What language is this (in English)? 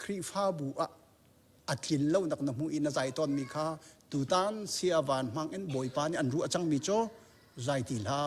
Hakha Chin